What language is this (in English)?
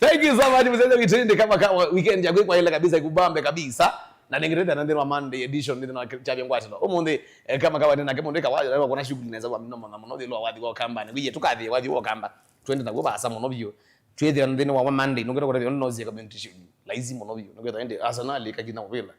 Kamba